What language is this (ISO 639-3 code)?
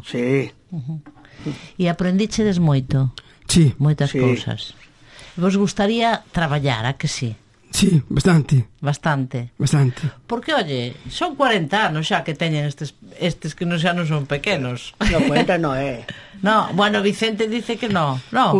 glg